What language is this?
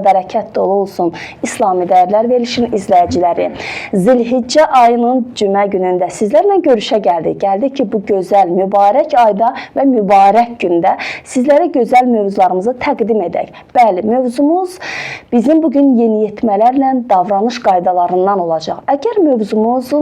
Azerbaijani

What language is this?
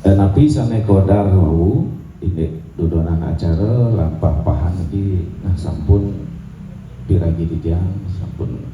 Balinese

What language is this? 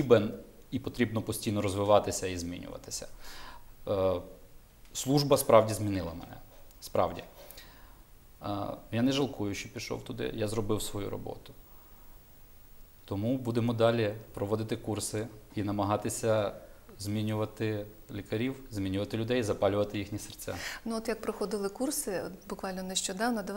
Ukrainian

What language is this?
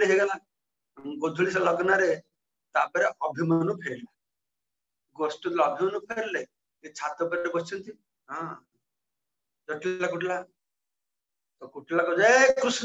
Odia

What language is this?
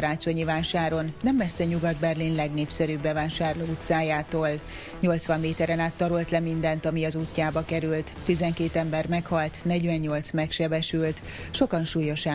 Hungarian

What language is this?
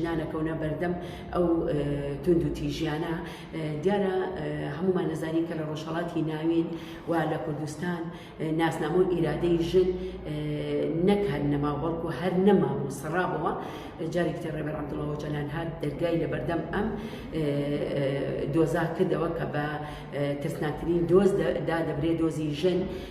Central Kurdish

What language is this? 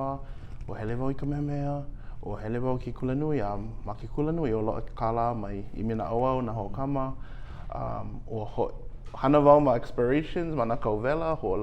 Hawaiian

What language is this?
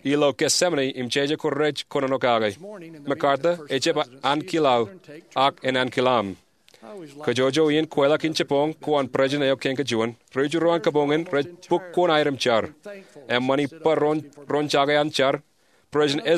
Marshallese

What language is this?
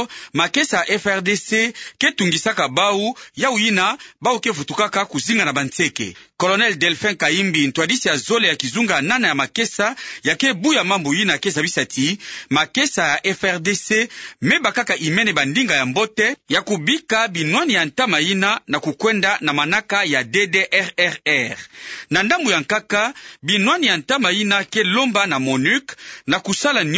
Kituba (Democratic Republic of Congo)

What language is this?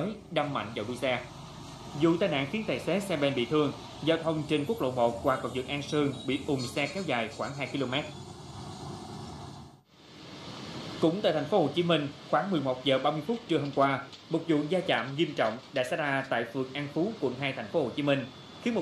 Vietnamese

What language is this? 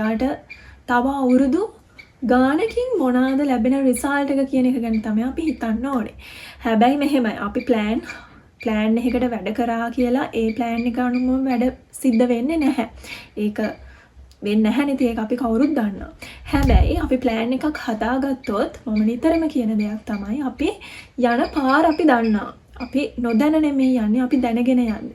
Sinhala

